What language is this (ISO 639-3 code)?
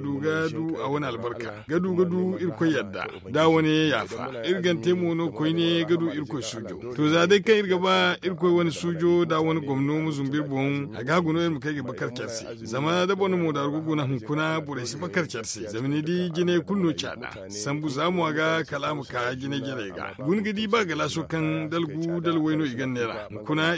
dje